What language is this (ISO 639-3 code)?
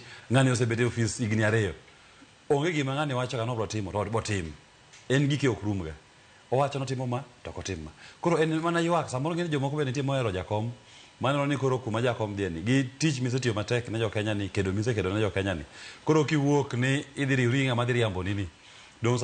luo